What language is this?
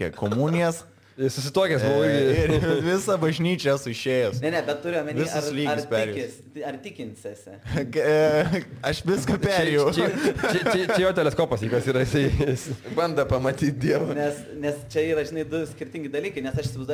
Lithuanian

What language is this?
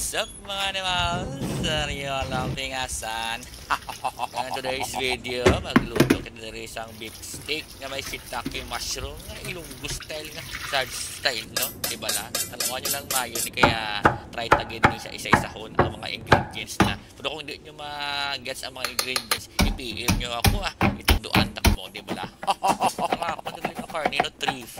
Hiligaynon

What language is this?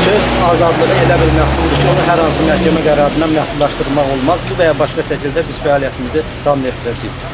Azerbaijani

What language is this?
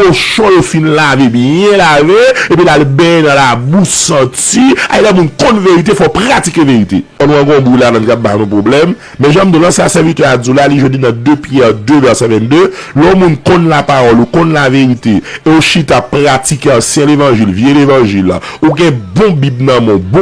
Haitian Creole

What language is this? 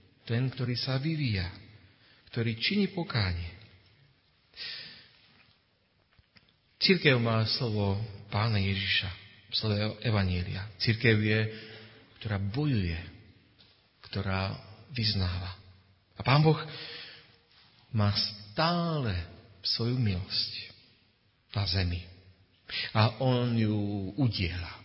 Slovak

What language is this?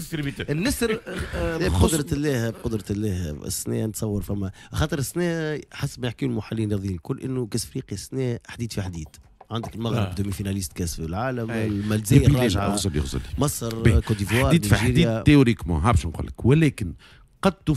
Tunisian Arabic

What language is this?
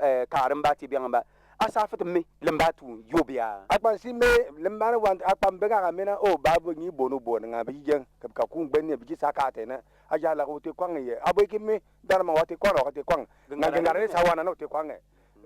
Bimoba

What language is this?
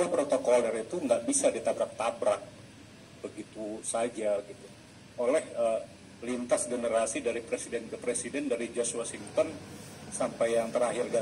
Indonesian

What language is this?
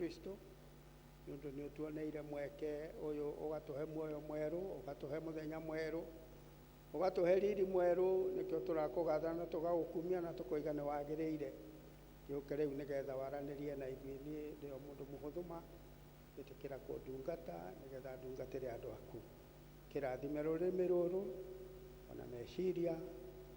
Kikuyu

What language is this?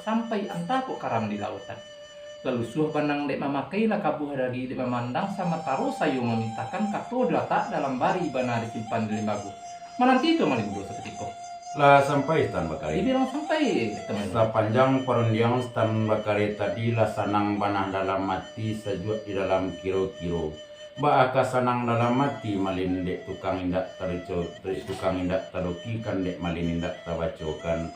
Minangkabau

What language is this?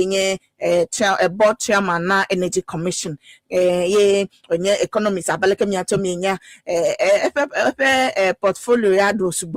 Ewe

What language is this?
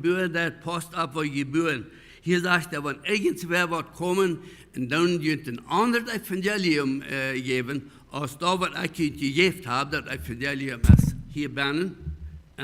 Plautdietsch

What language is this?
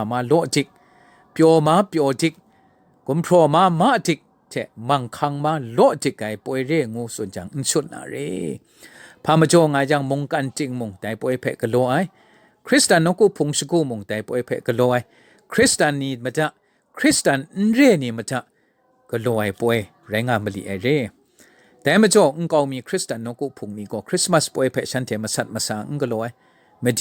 Kachin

